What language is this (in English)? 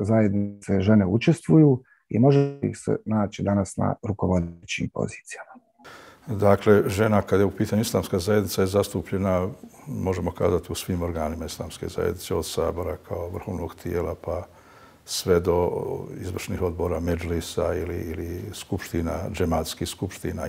Bosnian